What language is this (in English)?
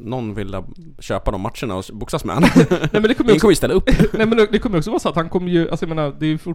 Swedish